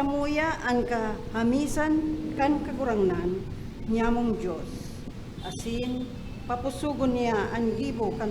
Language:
Bikol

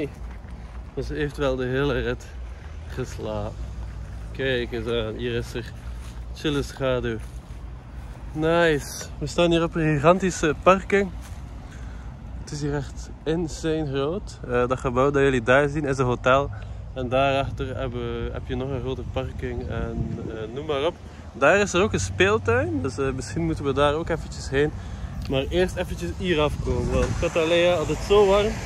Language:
Dutch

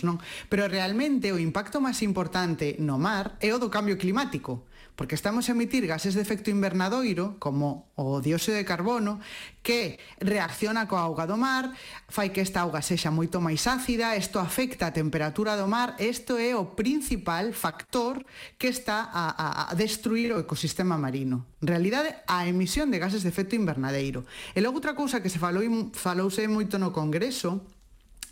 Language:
Galician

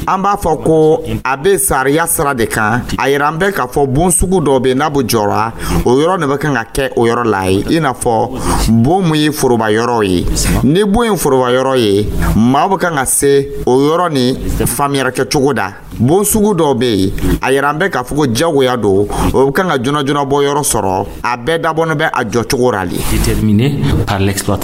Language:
Dyula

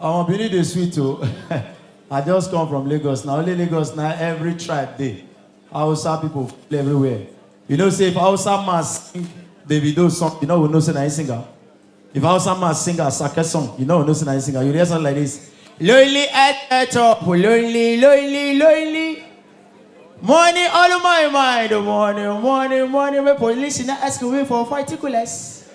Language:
Nigerian Pidgin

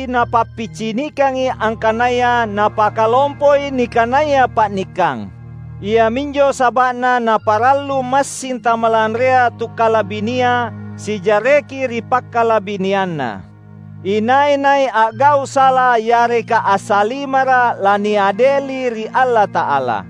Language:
Makasar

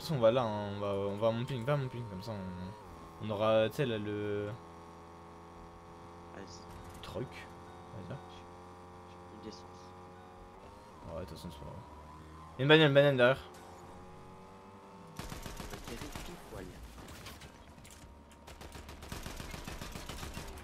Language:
French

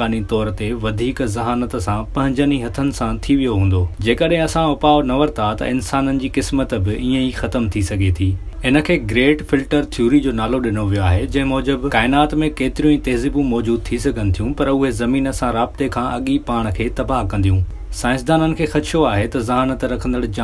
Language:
Sindhi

